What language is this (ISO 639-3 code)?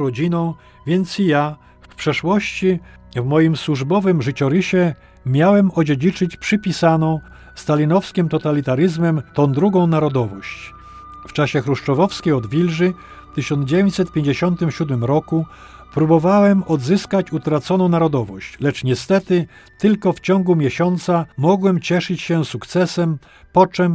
pol